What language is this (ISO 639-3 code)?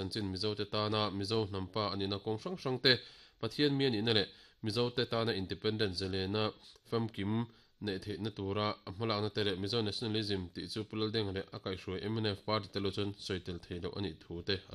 lus